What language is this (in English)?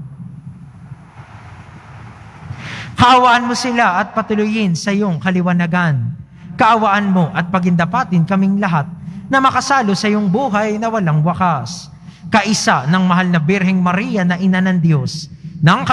Filipino